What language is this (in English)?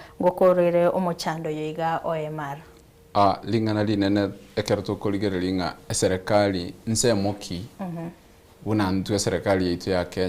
Gusii